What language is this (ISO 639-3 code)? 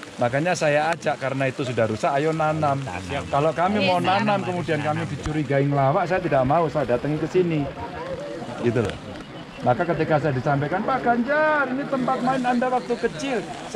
ind